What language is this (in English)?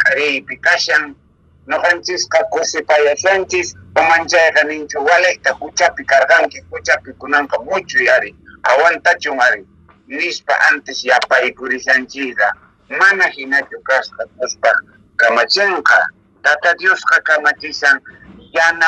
Quechua